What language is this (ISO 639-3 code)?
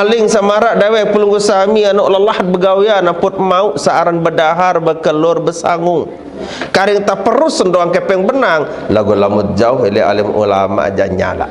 sas